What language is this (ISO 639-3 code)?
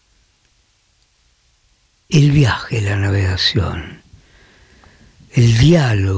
spa